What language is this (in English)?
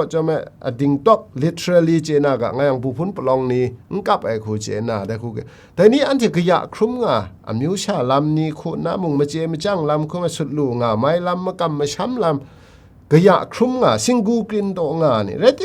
Kachin